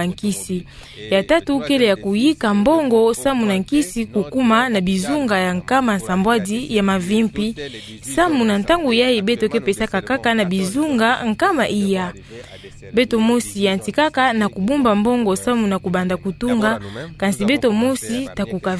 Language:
Kituba (Democratic Republic of Congo)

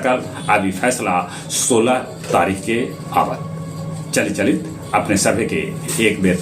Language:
Magahi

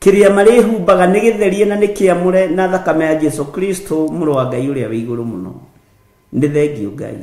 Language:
Kikuyu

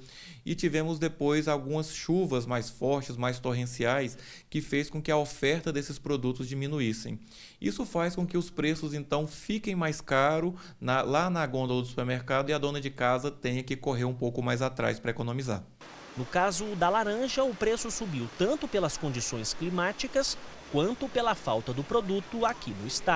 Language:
Portuguese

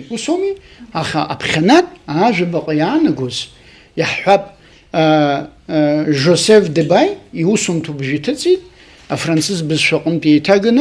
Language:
Abkhazian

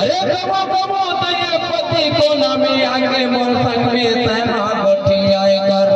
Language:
Chhattisgarhi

